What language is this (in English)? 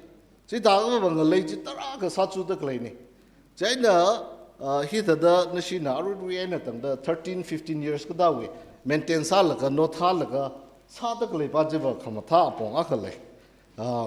Tangkhul Naga (India)